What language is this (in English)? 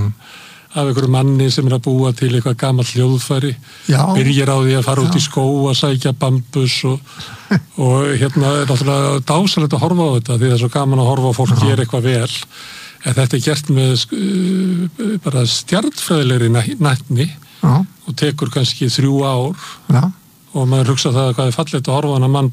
Icelandic